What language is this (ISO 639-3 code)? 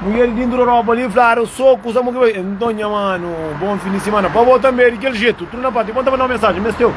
kea